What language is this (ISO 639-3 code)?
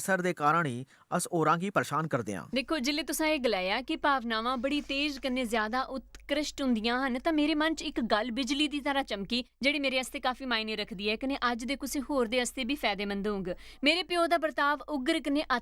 doi